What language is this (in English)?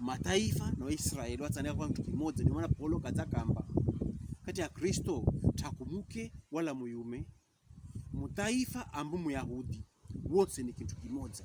Pokomo